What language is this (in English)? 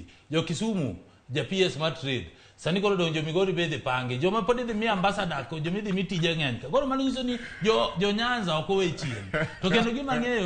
Luo (Kenya and Tanzania)